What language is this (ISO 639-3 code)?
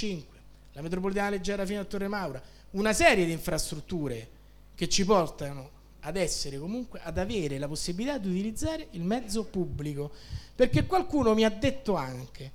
ita